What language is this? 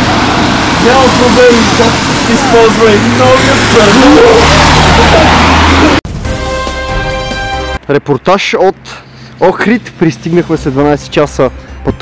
Bulgarian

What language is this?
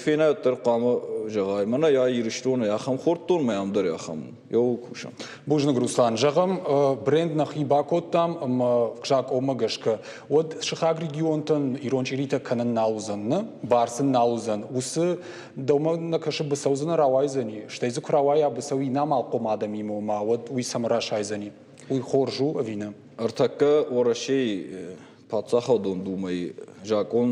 Ossetic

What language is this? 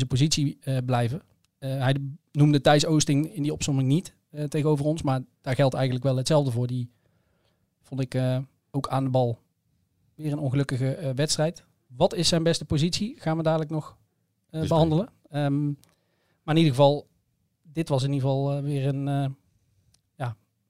Dutch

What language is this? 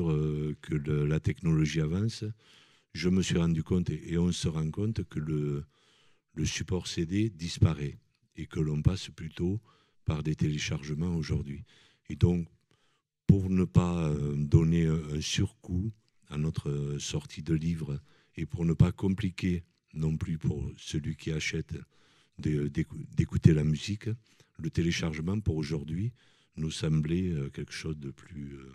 French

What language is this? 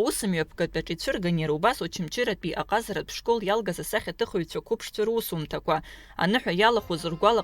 Abkhazian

